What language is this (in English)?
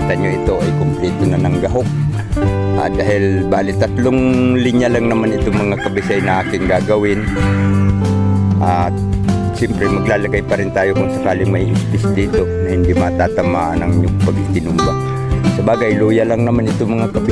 Filipino